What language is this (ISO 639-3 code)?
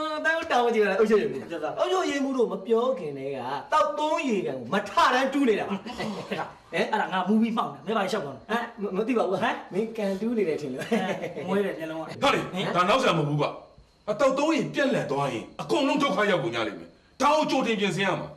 mya